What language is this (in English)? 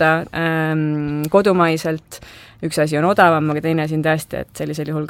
Estonian